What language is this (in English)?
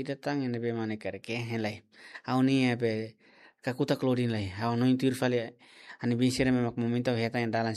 Tetum